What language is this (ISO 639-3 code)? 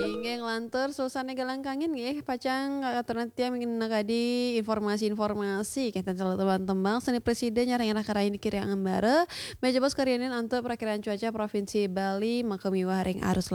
ban